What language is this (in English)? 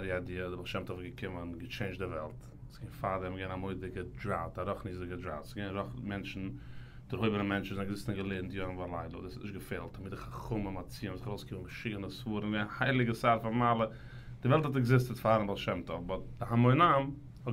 Yiddish